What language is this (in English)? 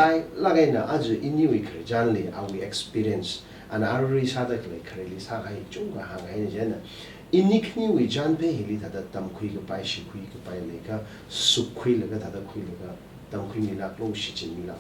Tangkhul Naga (India)